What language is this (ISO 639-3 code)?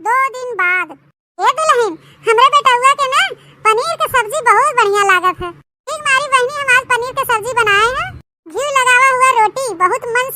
awa